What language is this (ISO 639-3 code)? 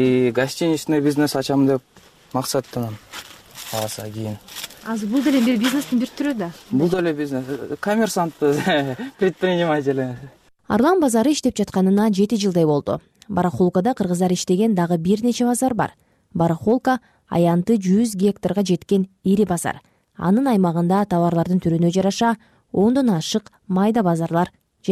kir